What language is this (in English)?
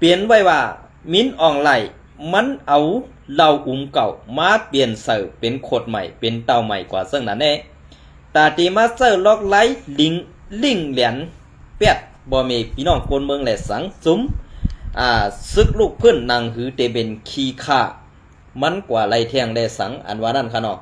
Shan